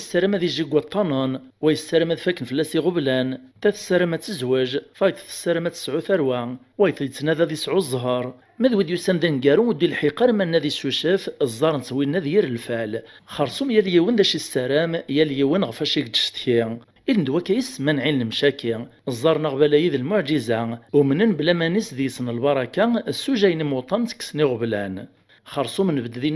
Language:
Kabyle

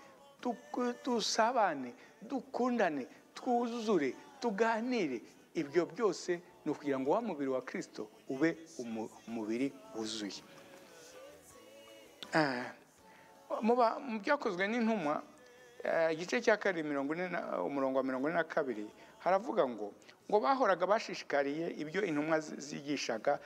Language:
Kinyarwanda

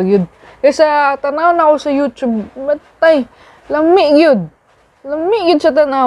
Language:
Cebuano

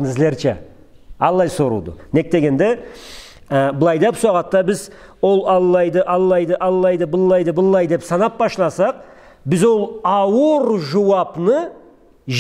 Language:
Karachay-Balkar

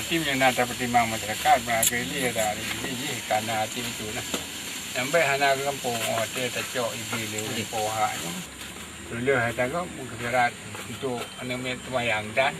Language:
Achinese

